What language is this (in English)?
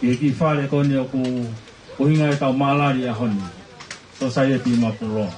Tongan